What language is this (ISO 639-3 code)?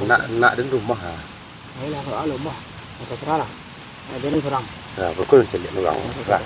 min